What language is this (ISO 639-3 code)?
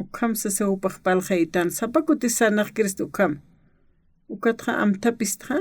aym